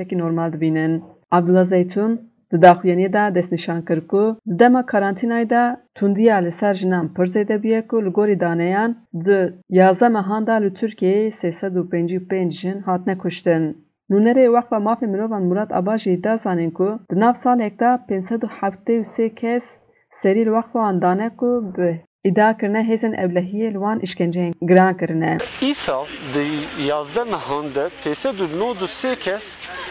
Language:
Kurdish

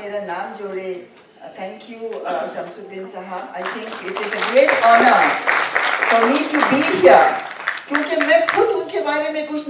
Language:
Marathi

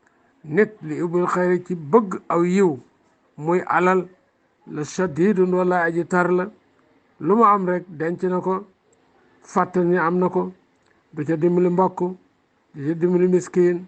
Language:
Wolof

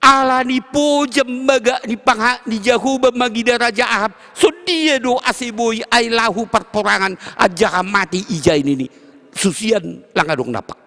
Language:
Batak Simalungun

